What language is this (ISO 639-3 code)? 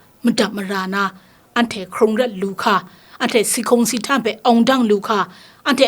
kac